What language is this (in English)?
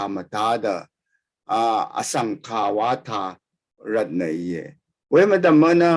Rawang